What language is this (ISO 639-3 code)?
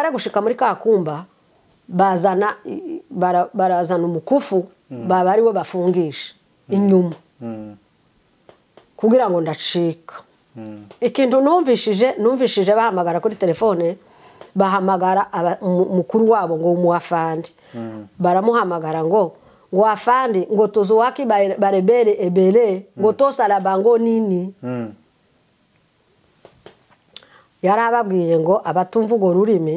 kin